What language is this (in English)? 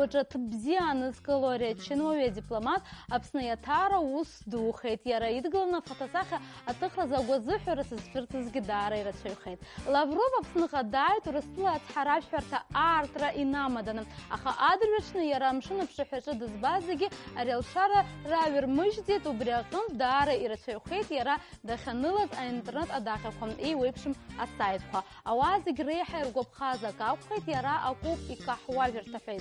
Abkhazian